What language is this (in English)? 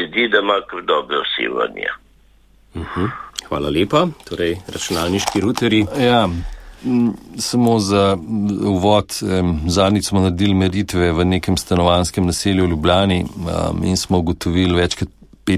Slovenian